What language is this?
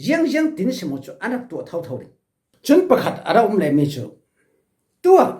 Falam Chin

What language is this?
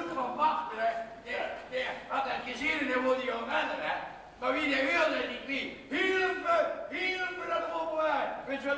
Limburgish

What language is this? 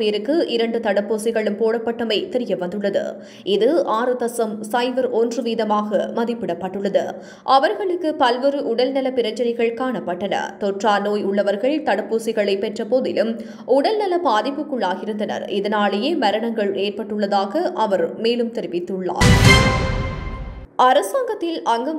Tamil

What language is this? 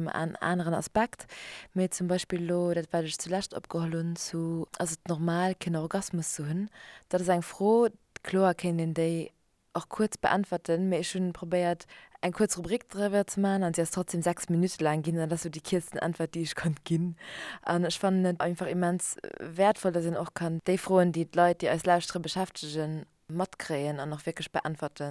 Luxembourgish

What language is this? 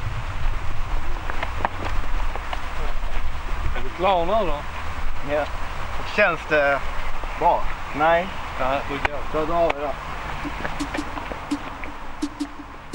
Swedish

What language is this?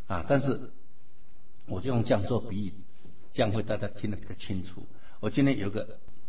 Chinese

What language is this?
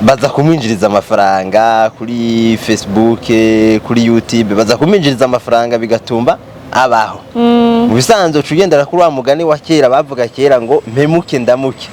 Rundi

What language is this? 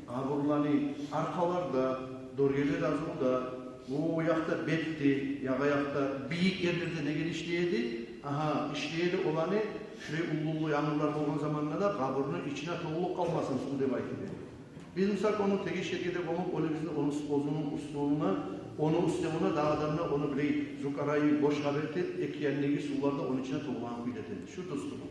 Kumyk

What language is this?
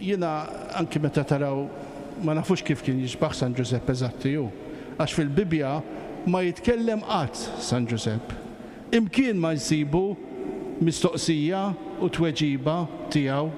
Maltese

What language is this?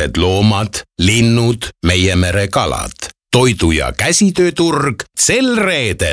Estonian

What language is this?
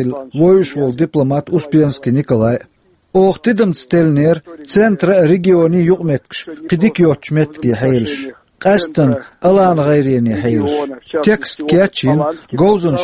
Chechen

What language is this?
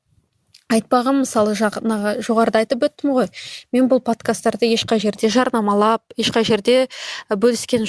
Kazakh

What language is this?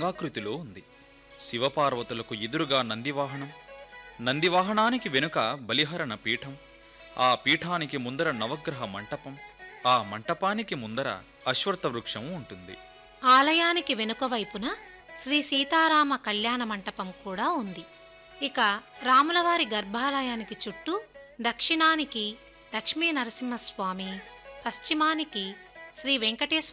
Telugu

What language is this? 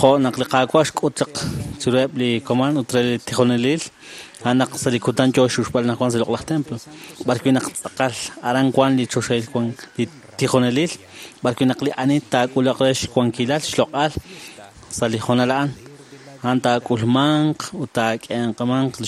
Kekchí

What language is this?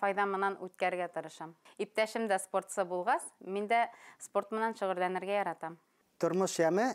Bashkir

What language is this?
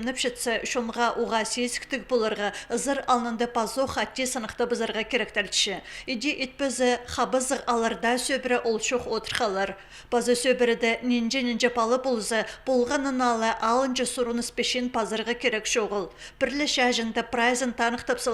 Khakas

